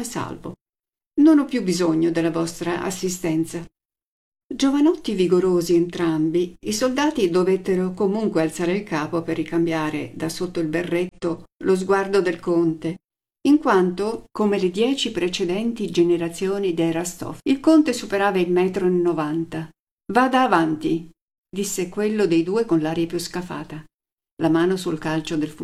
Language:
Italian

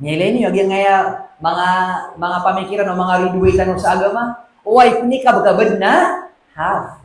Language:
Maranao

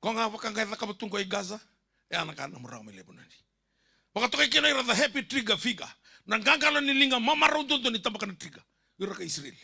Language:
Fijian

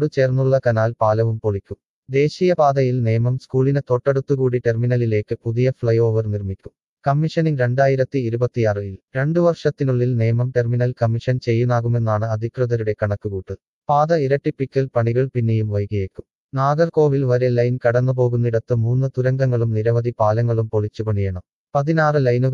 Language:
Malayalam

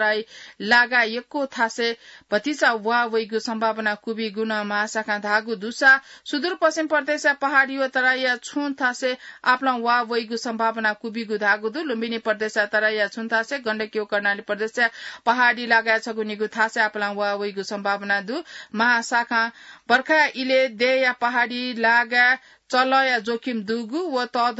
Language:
Newari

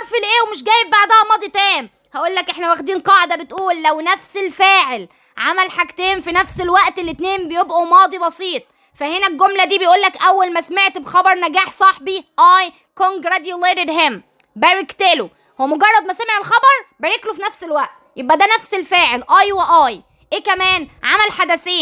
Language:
Egyptian Arabic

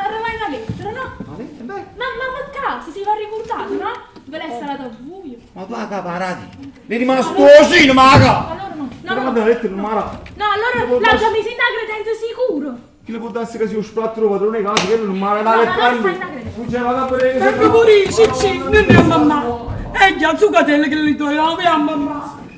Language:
Neapolitan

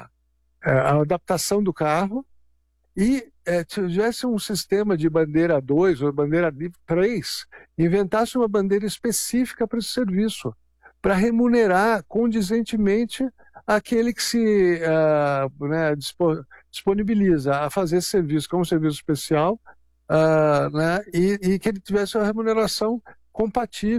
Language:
Portuguese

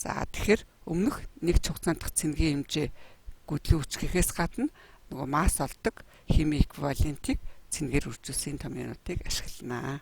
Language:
Mongolian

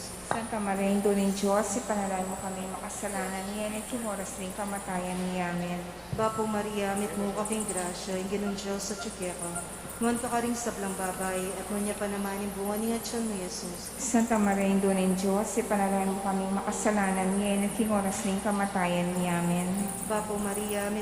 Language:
Pampanga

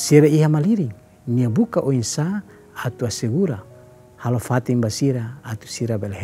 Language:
Tetum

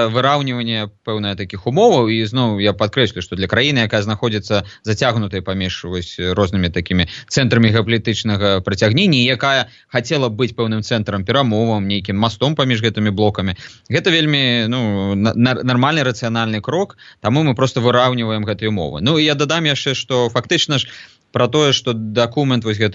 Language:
Belarusian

